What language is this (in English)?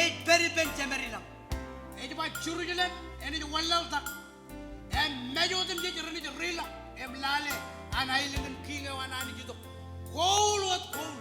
Marshallese